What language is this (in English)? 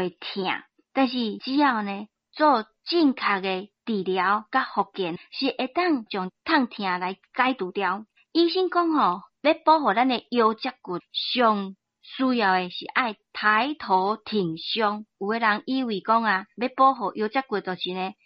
Min Nan Chinese